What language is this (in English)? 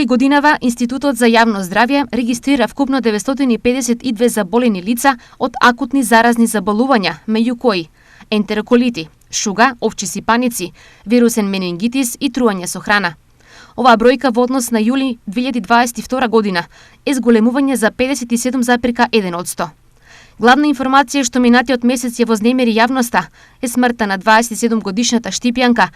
Macedonian